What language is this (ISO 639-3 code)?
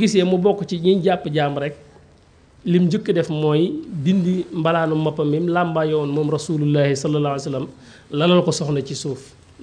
wol